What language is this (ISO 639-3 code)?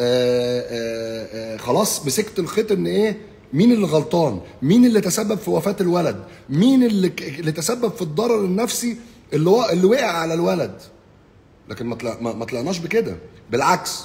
arz